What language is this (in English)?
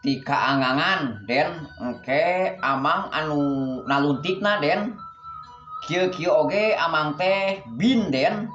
Sundanese